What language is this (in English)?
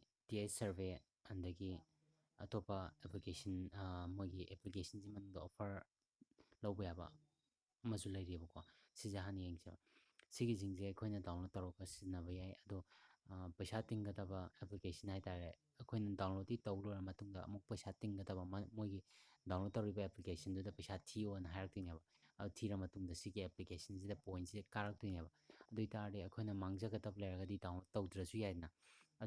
Manipuri